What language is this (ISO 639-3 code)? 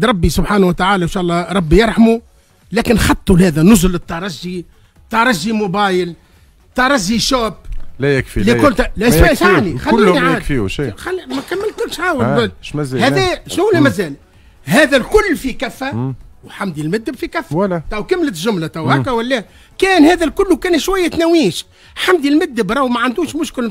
aeb